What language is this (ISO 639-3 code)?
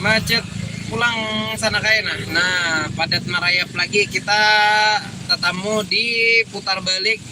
bjn